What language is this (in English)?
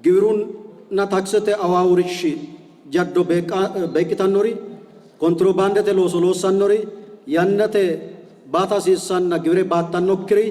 Sidamo